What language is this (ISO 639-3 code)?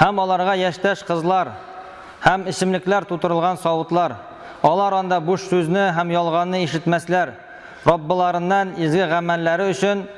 tat